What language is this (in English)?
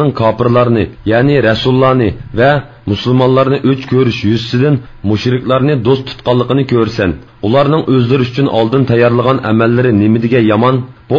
Uyghur